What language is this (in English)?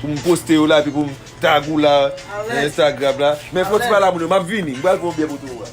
Haitian Creole